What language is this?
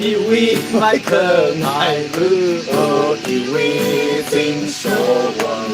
Tangkhul Naga (India)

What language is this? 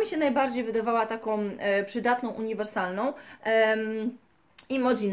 Polish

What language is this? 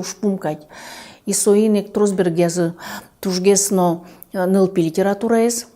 Udmurt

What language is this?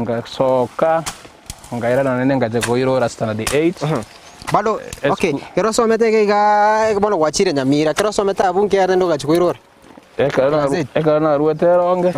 Gusii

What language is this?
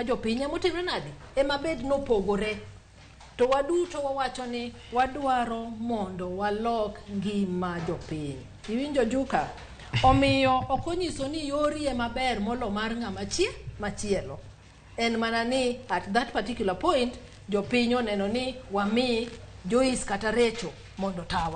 Luo (Kenya and Tanzania)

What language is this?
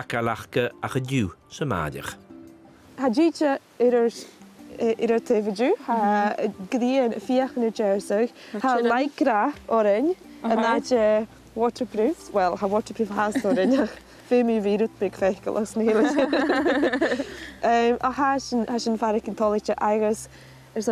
Scottish Gaelic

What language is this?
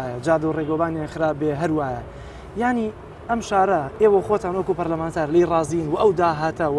Central Kurdish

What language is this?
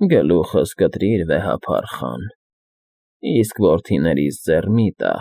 Armenian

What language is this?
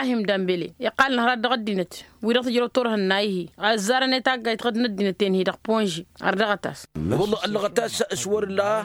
Tamasheq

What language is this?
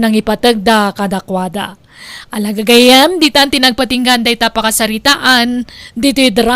Iloko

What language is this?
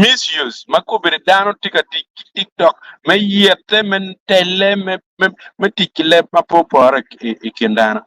Acoli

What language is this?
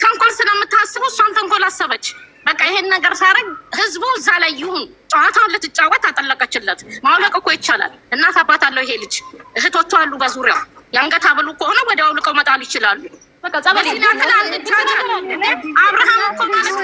Amharic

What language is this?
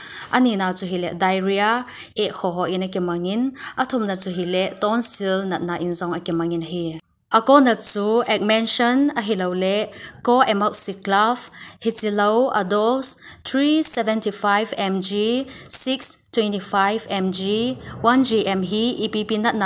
Thado Chin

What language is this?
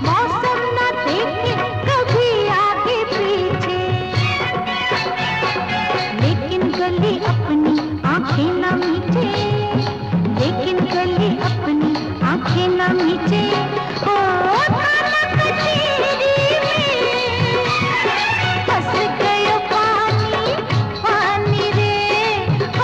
Hindi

